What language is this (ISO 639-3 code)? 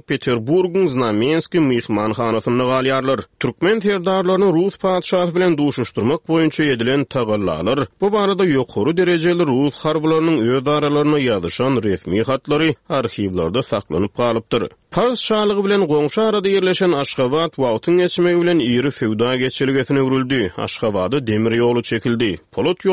tuk